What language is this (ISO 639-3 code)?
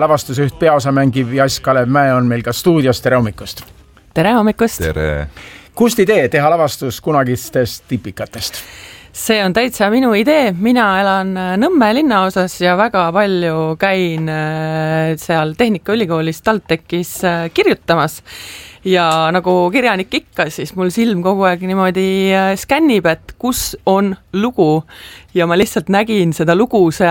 est